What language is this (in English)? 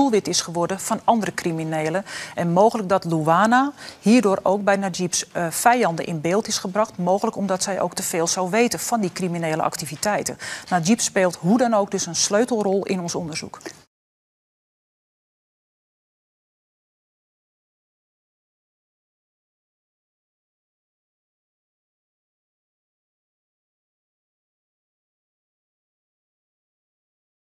Dutch